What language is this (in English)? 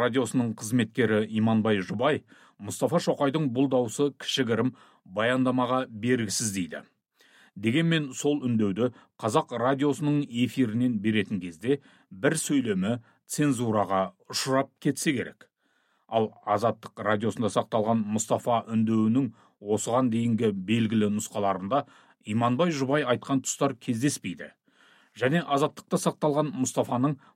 Kazakh